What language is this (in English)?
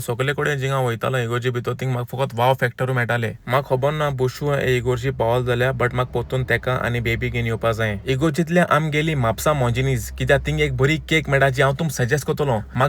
Konkani